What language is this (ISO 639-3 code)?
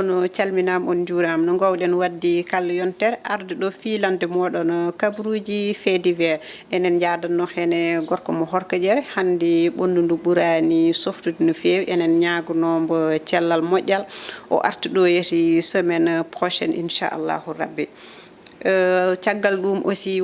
ful